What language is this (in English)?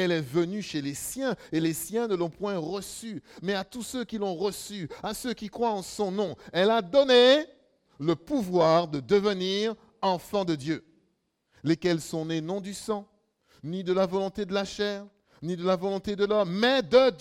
French